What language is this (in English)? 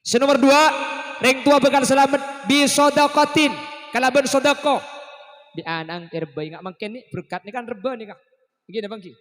Madurese